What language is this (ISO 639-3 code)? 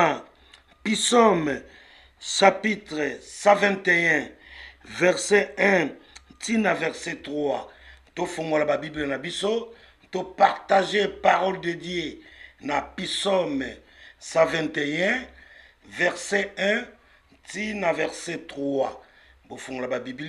lin